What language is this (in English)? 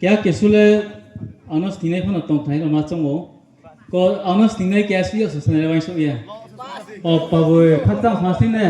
Riang (India)